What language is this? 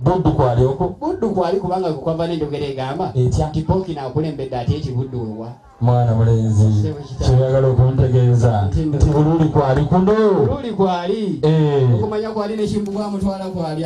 Ganda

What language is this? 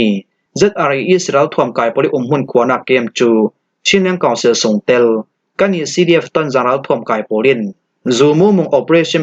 Falam Chin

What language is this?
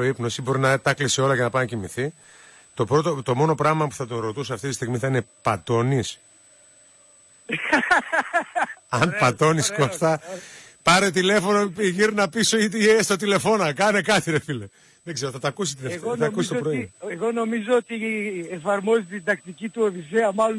Greek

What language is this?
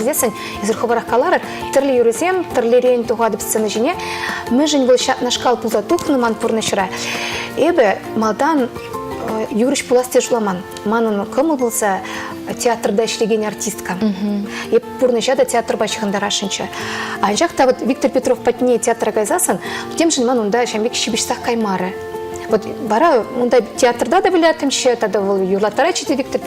Chuvash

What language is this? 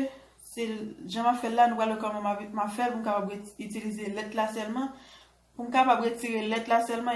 Haitian Creole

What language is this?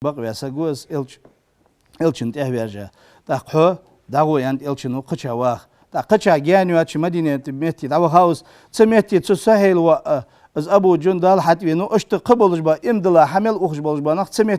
Ingush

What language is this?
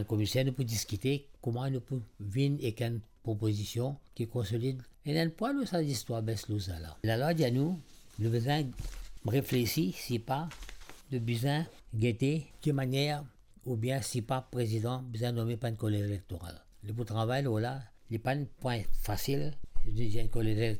Morisyen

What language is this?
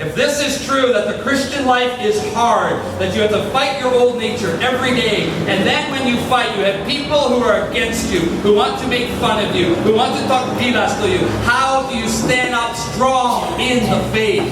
Tok Pisin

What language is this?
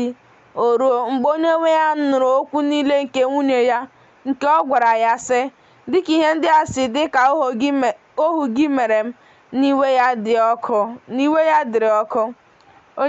Igbo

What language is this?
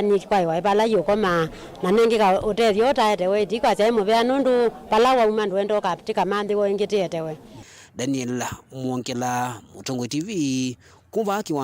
Kamba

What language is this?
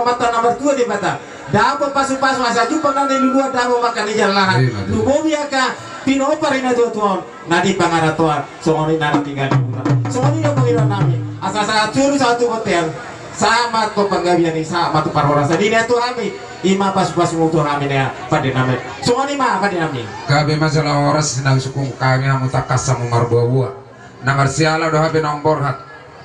Batak Toba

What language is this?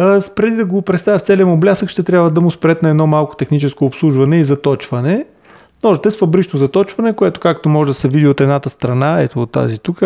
Bulgarian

